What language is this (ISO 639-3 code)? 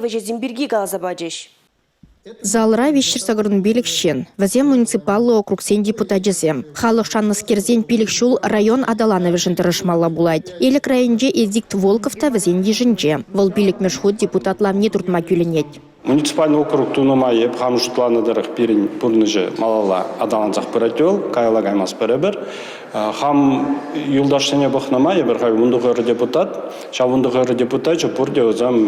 chv